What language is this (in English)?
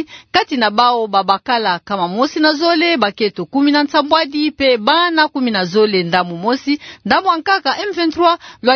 Kituba (Democratic Republic of Congo)